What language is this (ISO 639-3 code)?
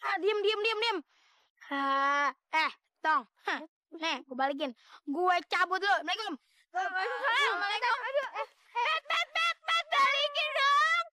bew